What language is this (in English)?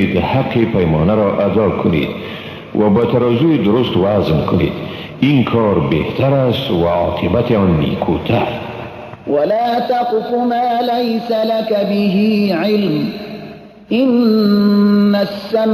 Persian